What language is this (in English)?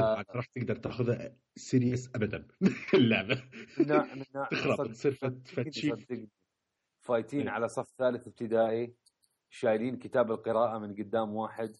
Mesopotamian Arabic